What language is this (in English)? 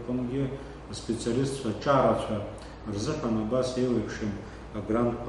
Abkhazian